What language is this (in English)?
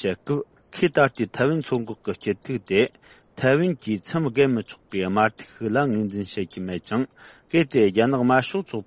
Tibetan